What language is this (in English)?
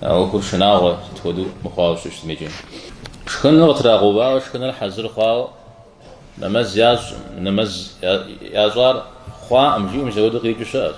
Kabardian